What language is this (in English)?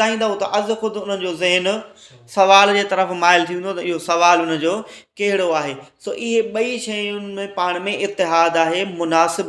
Sindhi